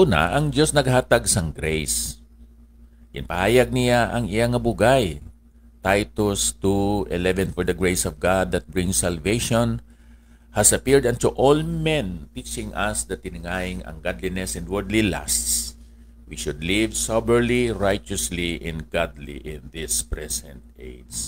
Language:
Hiligaynon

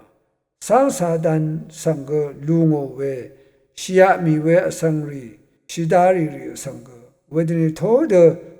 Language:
Rawang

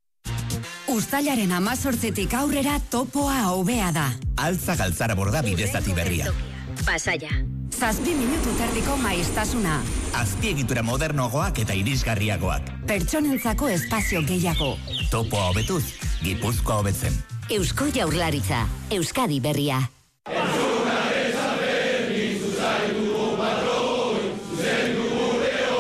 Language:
Basque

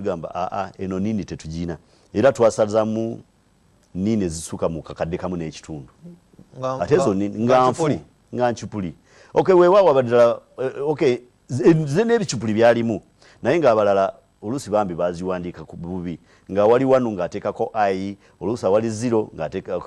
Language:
Ganda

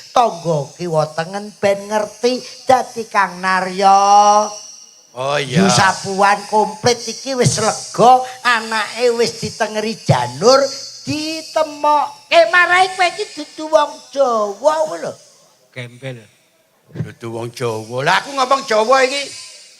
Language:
Javanese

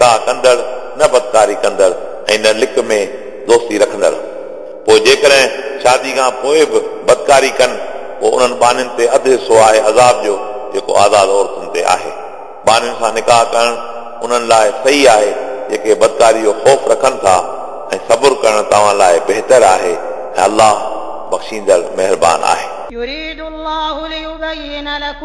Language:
Sindhi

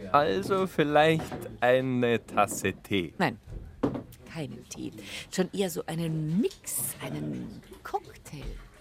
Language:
German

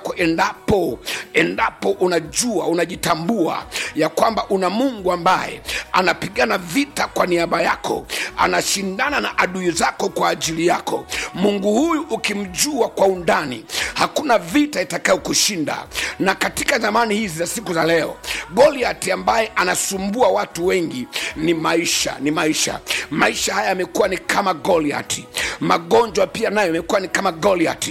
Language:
Swahili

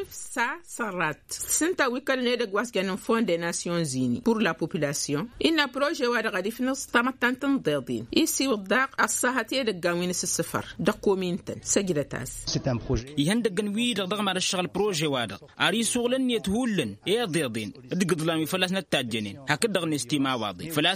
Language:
Tamasheq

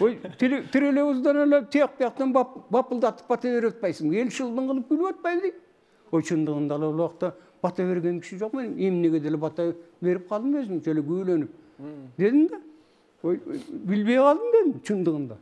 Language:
Kyrgyz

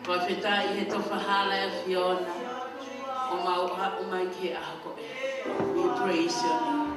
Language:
Tongan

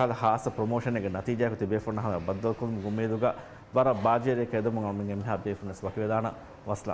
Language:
Divehi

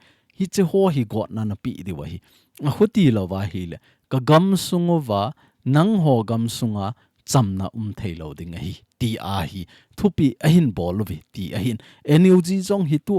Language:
Thado Chin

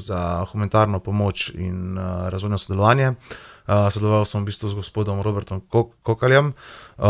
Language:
Slovenian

